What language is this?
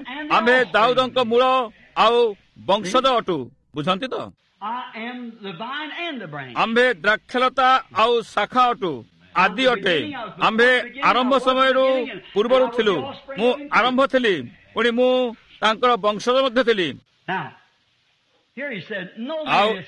Odia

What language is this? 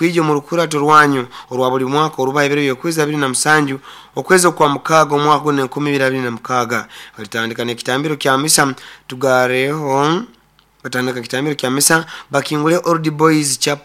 Nyankole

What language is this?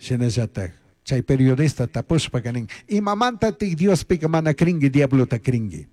Chimborazo Highland Quichua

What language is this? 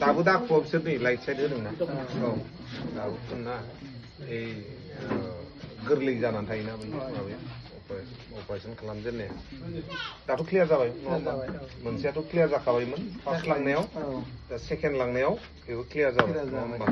Bodo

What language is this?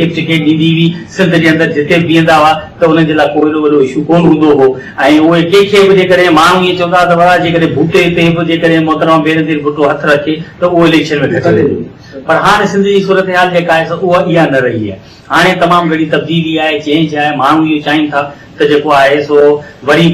Sindhi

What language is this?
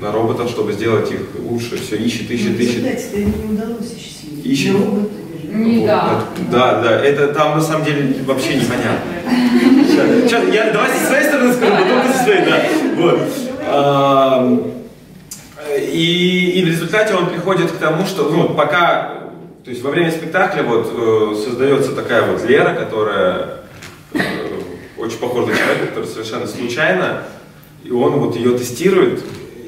Russian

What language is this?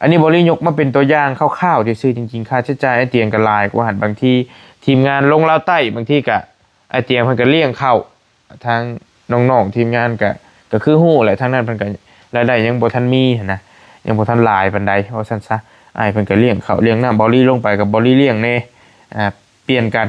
Lao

